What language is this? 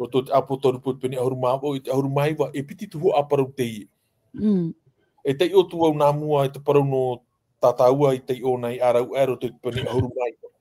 Tahitian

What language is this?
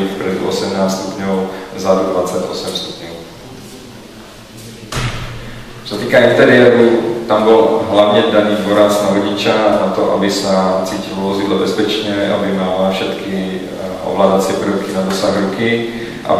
Slovak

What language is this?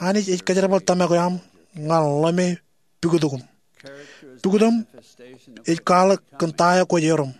Marshallese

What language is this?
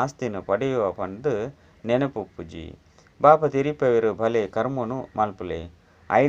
Tulu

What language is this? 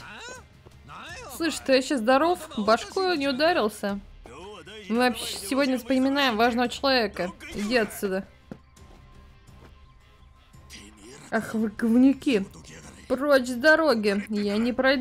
Russian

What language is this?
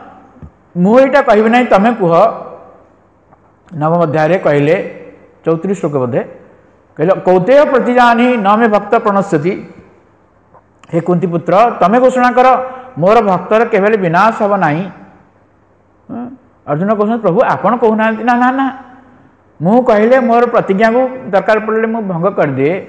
Odia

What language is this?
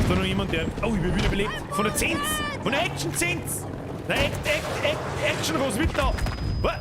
Bavarian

